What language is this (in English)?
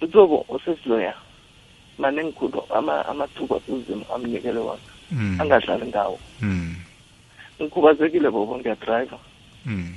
South Ndebele